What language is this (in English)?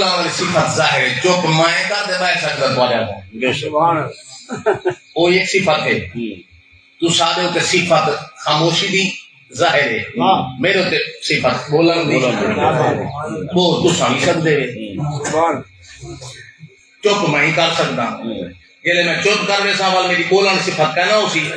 Saraiki